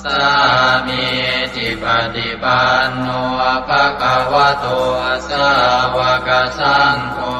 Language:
Pali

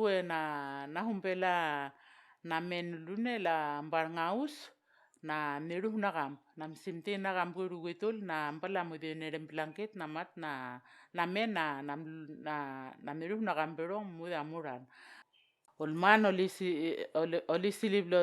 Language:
Vao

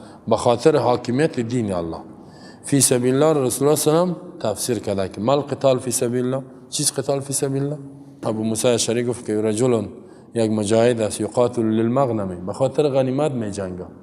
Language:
Persian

